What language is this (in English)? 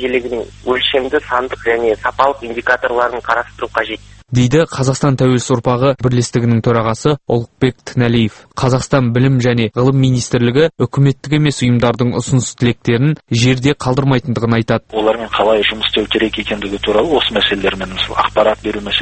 Kazakh